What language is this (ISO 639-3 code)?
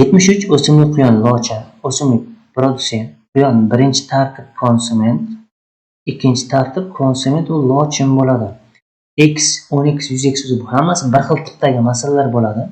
uzb